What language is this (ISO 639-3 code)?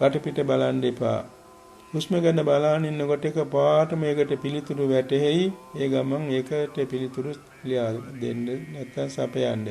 sin